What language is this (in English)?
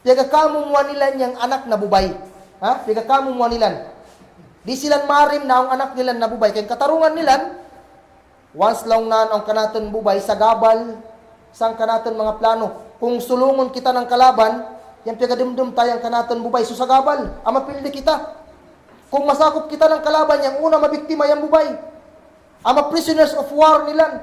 Kagan Kalagan